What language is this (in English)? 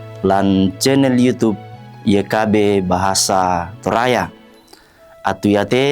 Toraja-Sa'dan